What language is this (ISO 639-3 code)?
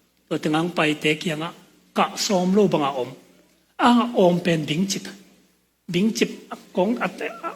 ctd